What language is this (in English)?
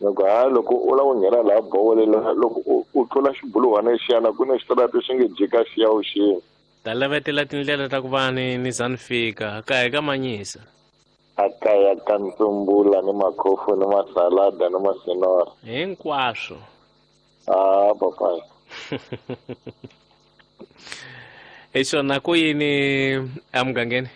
Tsonga